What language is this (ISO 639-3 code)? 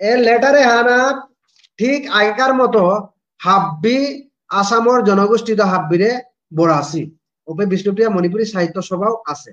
bpy